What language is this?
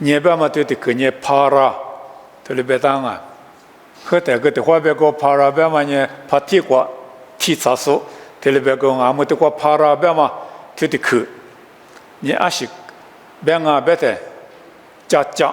Lisu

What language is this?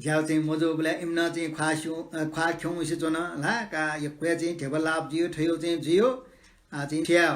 Newari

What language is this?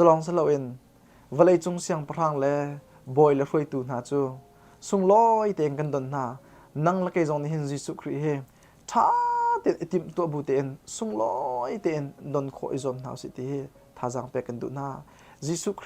Hakha Chin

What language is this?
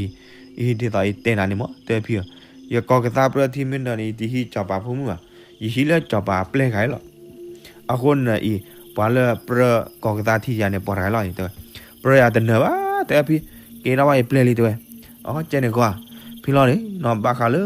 S'gaw Karen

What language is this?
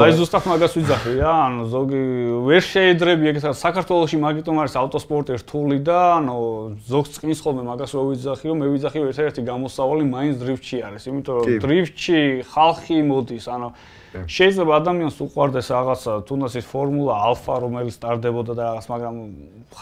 Georgian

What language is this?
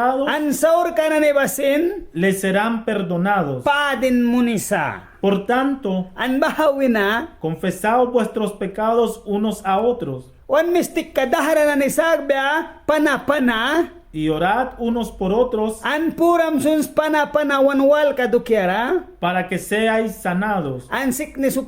Mískito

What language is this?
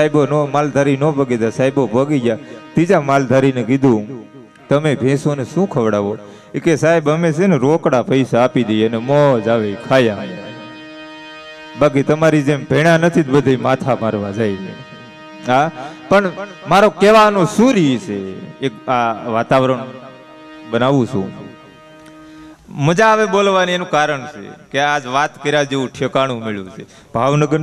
Gujarati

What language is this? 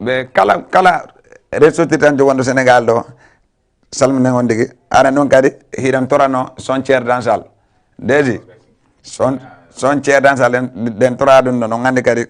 Fula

